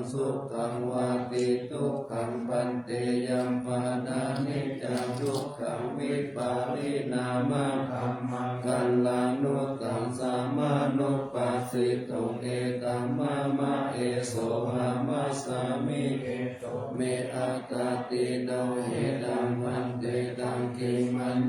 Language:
Pali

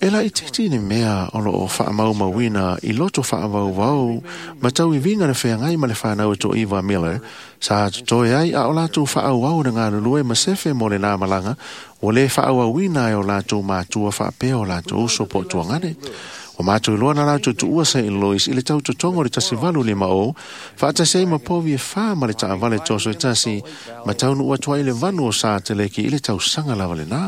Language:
Samoan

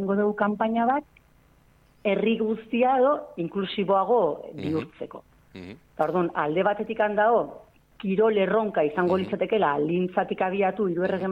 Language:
Basque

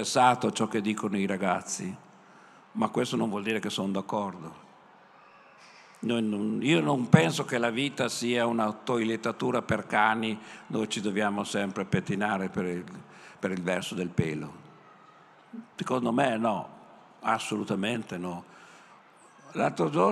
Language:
Italian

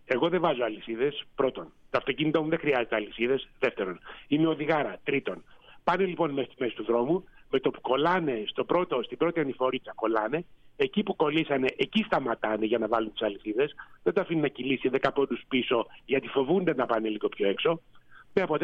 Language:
Greek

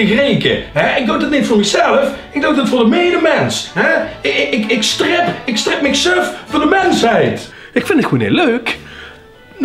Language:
Limburgish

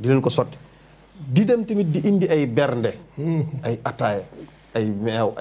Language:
Wolof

